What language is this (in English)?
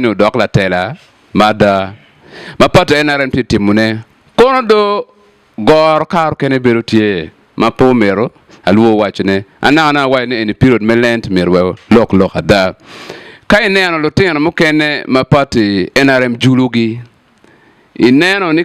Acoli